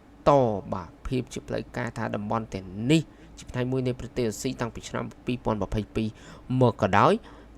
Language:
Khmer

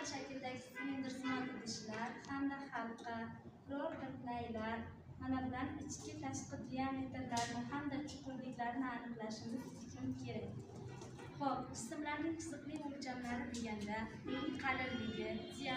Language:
Uzbek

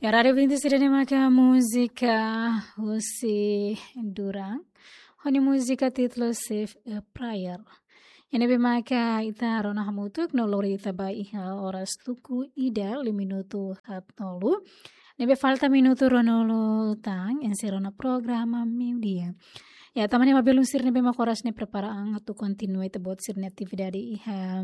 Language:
Tetum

